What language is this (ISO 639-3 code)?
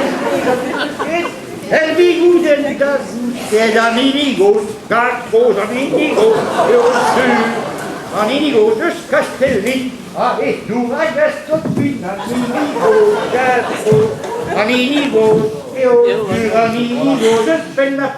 bre